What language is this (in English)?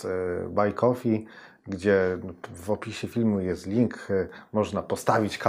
Polish